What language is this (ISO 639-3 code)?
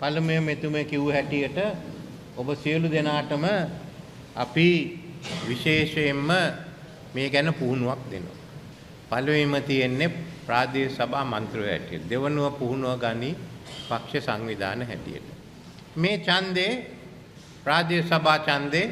sin